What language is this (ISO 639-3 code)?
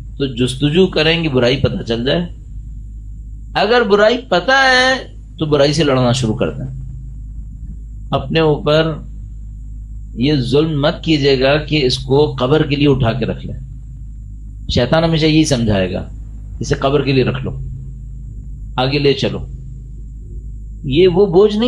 urd